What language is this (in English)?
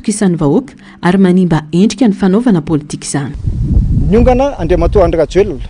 Malagasy